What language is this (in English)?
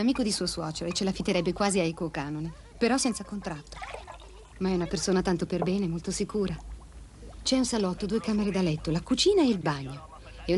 Italian